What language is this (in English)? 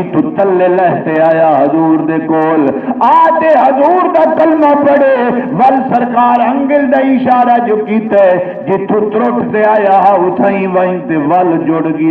Saraiki